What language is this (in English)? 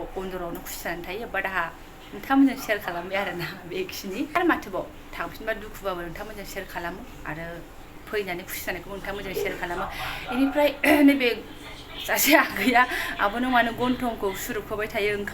Bodo